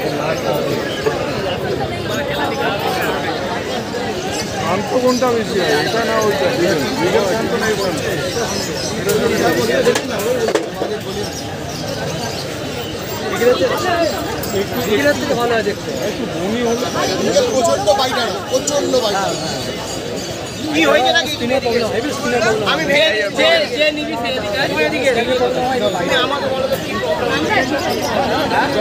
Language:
Bangla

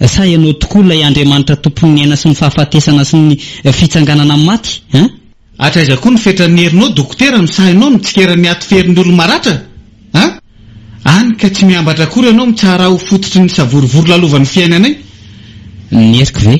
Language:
Malagasy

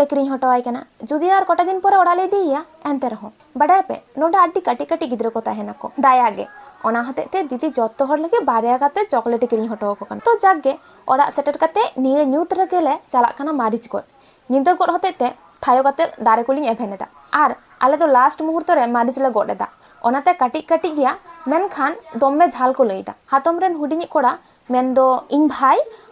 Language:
Santali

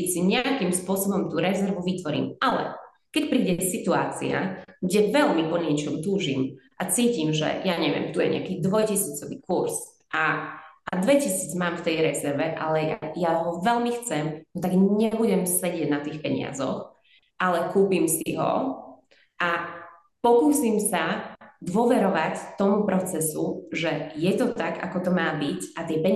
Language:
Slovak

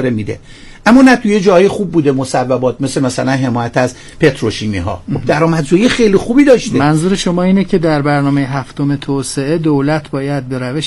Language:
Persian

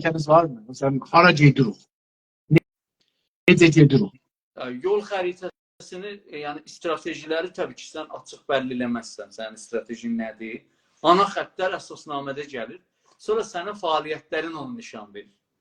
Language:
South Azerbaijani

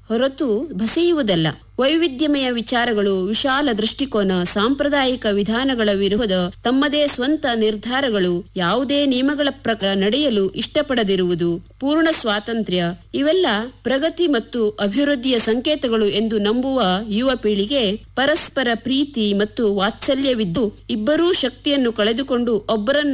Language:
Kannada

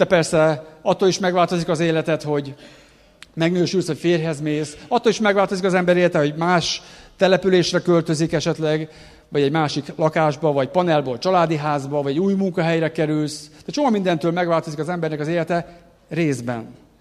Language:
Hungarian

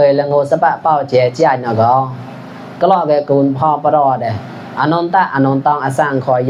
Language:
Mon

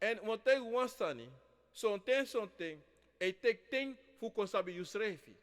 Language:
Sranan Tongo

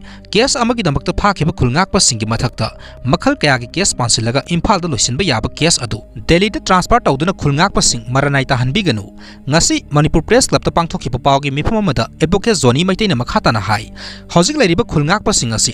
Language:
Manipuri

